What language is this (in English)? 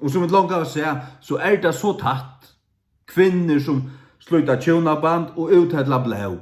Faroese